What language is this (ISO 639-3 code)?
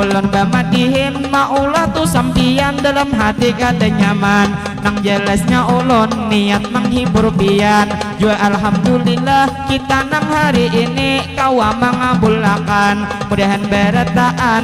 bjn